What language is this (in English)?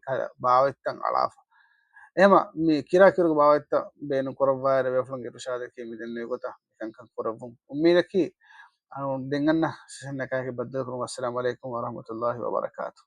Divehi